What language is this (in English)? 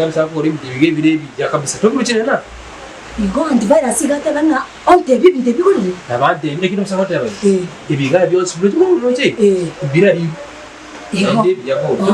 Gusii